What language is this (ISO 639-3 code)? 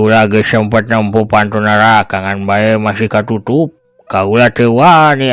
sun